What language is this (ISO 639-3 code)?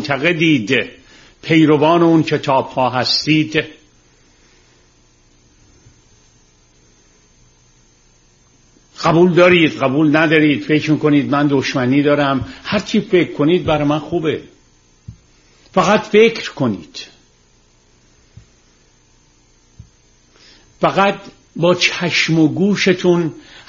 fas